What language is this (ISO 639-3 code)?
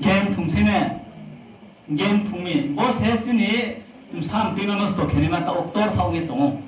ria